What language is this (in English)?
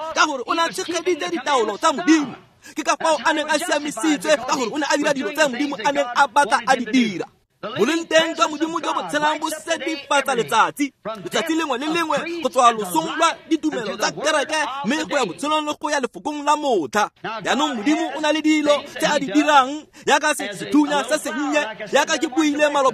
Tswana